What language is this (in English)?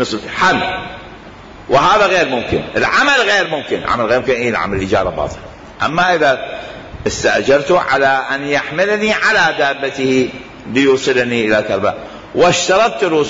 Mesopotamian Arabic